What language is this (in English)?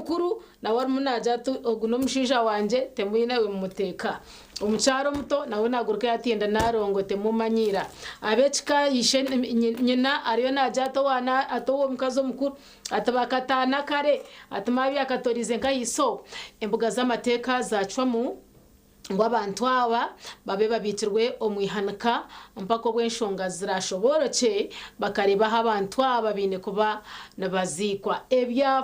Nyankole